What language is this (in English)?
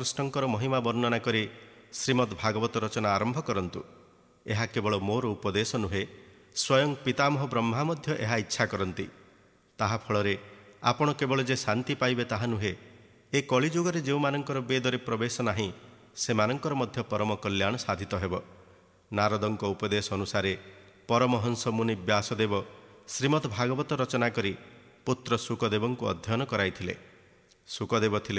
Odia